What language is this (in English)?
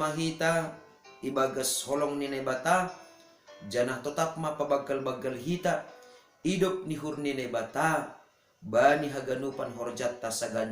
Batak Simalungun